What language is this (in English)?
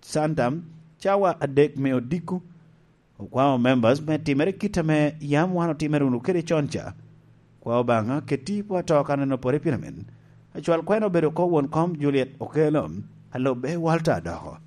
Lango (Uganda)